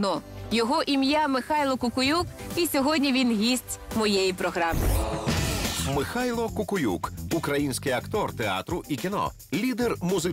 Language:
Ukrainian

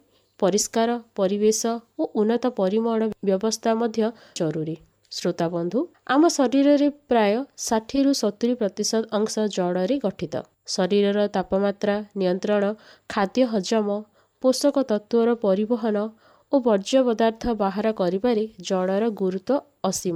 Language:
Odia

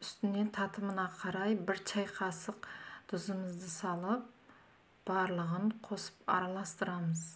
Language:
Kazakh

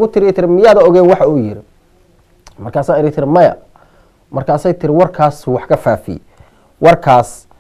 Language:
Somali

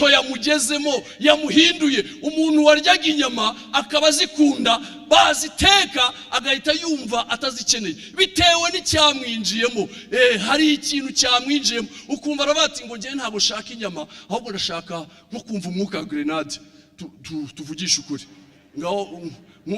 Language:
Kinyarwanda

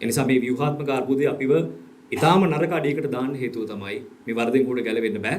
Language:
Sinhala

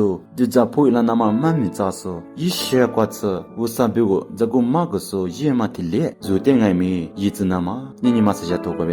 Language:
Lisu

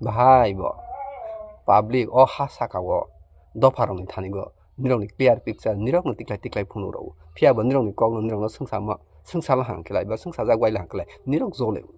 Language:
Kok Borok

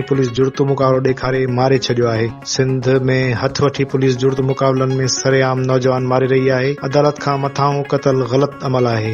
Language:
Sindhi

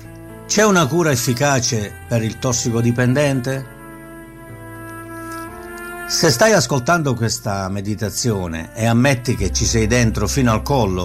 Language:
Italian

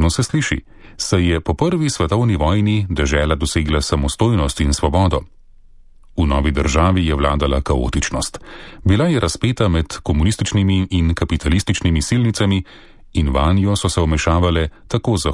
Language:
Slovenian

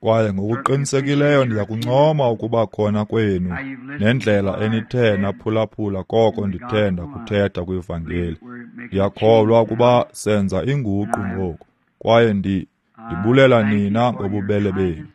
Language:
Xhosa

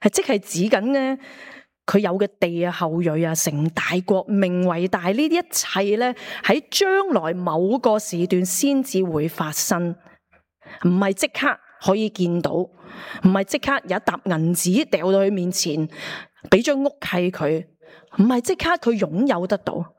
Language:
Cantonese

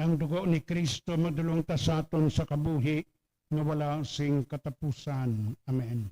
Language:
Hiligaynon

